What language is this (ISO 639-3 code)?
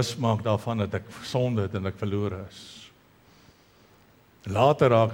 afr